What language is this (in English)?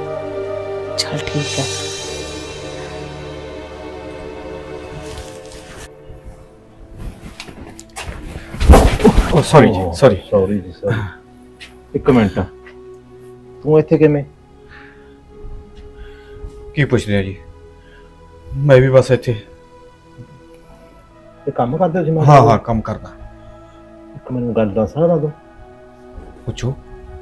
Punjabi